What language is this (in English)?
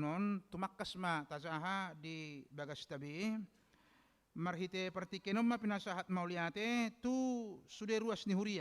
Batak Toba